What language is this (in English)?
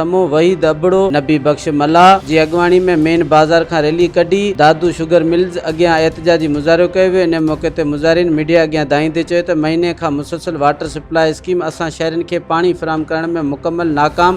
Sindhi